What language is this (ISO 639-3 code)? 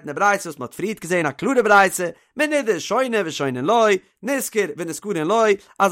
yid